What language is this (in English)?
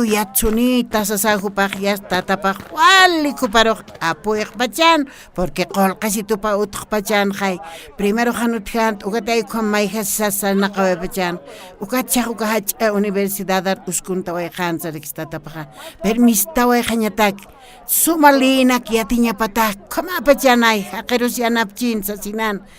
Aymara